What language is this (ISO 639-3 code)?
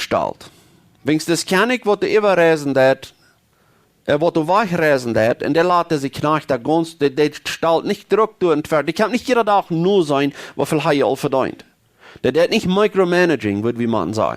pdt